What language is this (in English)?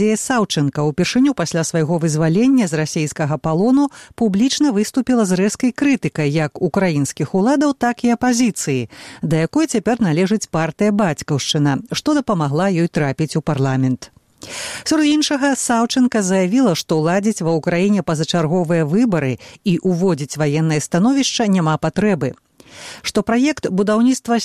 Belarusian